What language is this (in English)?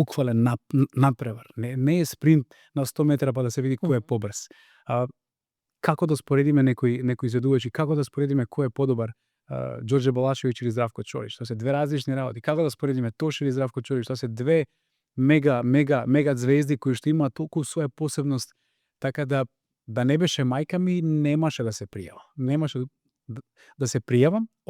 Macedonian